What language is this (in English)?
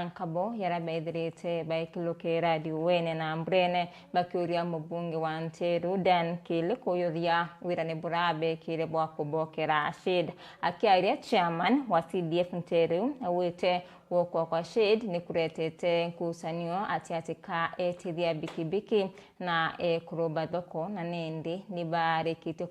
Meru